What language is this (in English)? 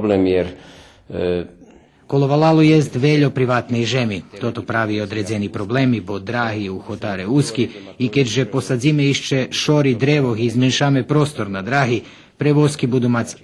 Rusyn